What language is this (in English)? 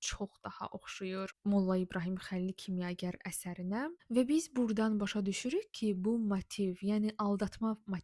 Azerbaijani